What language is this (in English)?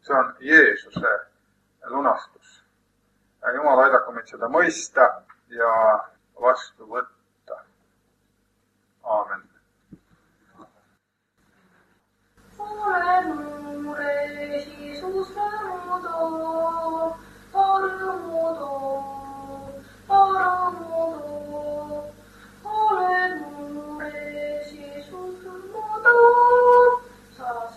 Estonian